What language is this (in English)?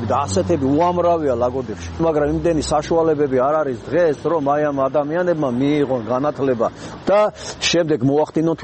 Georgian